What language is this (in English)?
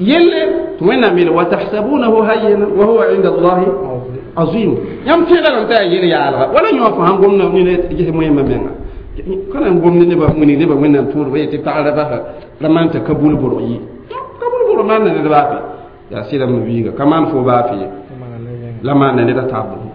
Mossi